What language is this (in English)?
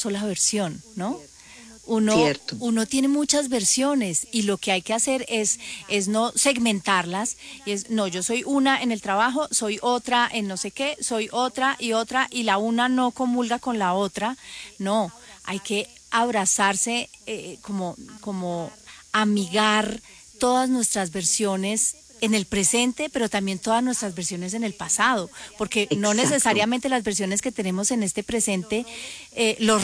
Spanish